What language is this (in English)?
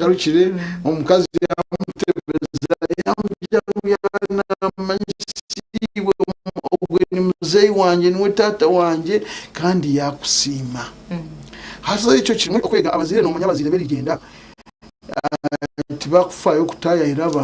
Nyankole